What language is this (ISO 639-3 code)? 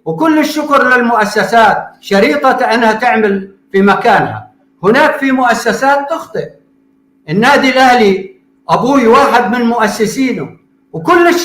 apc